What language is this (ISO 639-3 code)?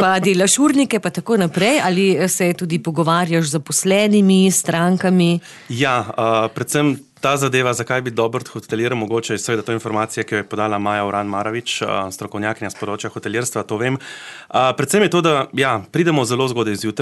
slv